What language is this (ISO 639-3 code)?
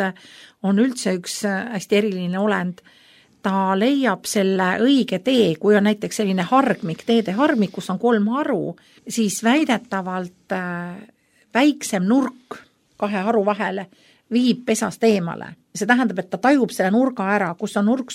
est